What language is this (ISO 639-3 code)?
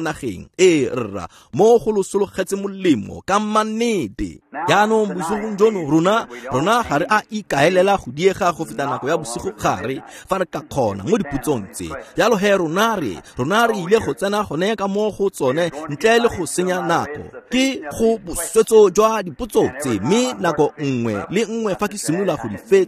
tsn